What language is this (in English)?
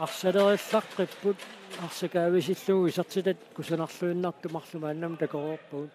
Kalaallisut